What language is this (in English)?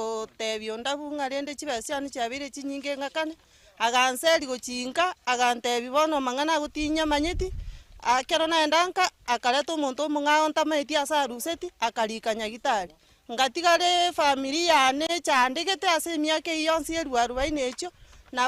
Gusii